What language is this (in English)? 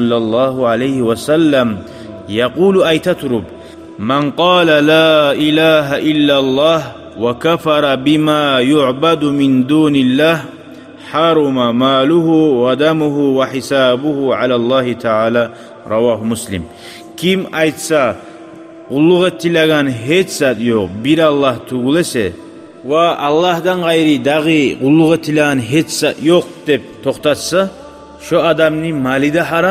Kumyk